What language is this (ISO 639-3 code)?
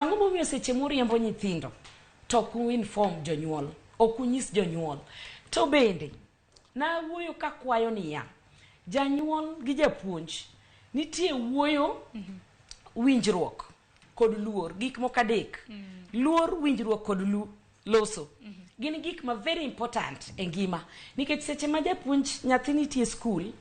luo